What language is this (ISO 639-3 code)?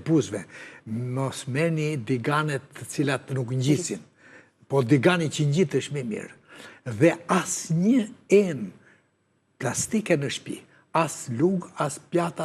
sqi